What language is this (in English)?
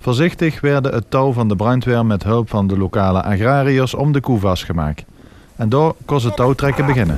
Limburgish